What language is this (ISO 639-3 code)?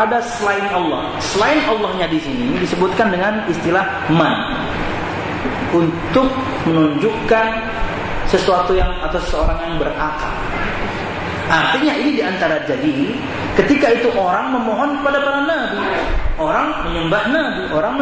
ind